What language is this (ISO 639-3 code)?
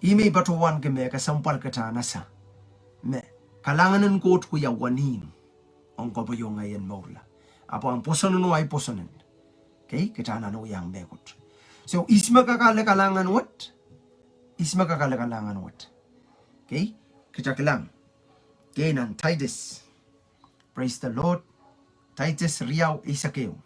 pon